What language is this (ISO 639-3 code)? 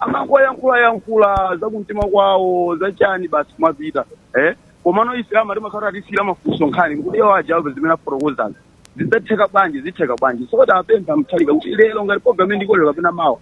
nya